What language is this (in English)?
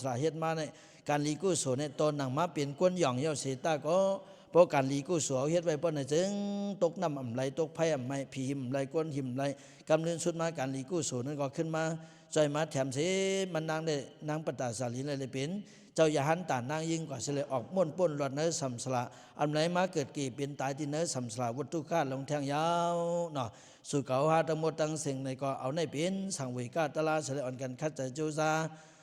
Lao